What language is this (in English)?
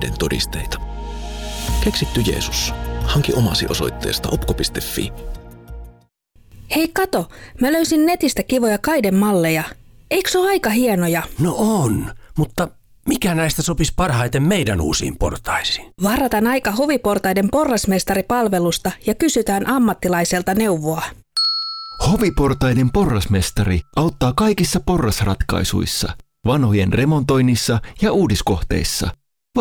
Finnish